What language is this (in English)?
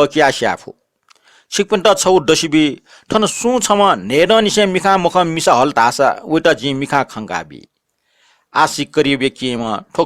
Newari